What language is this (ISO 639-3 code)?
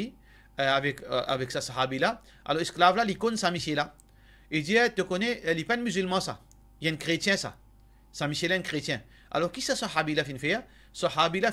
mfe